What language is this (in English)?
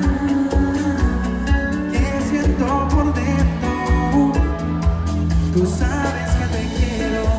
Spanish